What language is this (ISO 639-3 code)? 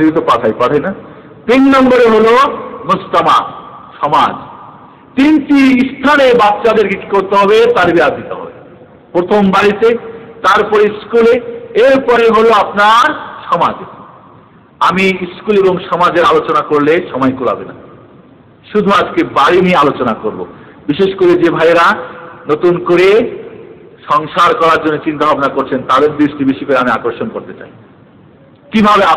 ben